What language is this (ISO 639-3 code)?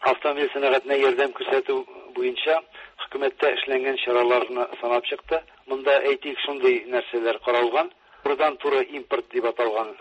tat